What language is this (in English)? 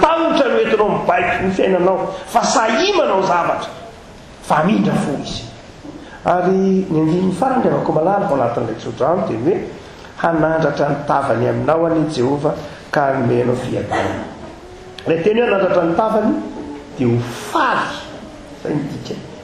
Malagasy